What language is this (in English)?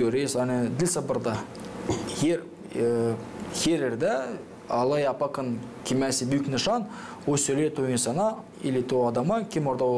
Gagauz